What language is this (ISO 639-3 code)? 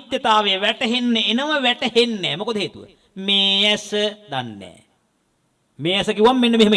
sin